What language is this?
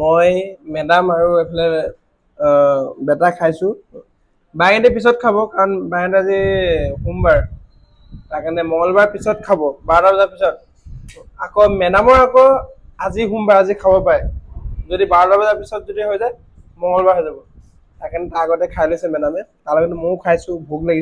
Assamese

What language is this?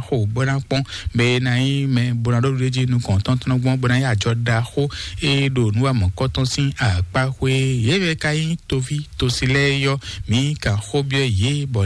Fon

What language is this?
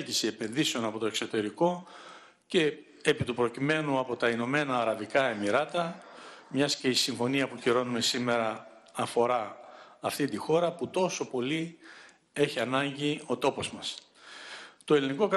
Greek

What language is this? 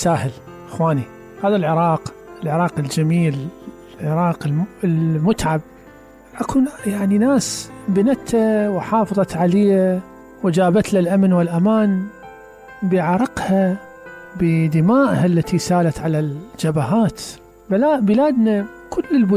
Mesopotamian Arabic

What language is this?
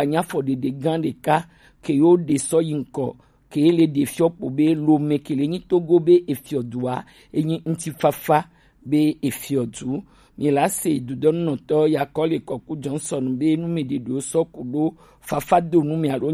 Gen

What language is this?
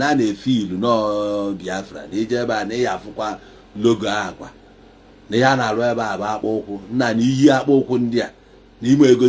Igbo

